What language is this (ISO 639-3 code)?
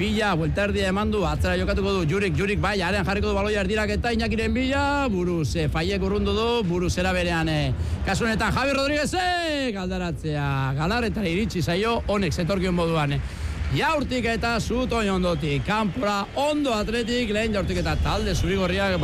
eus